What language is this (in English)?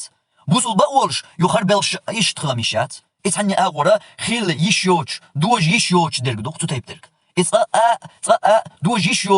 Chechen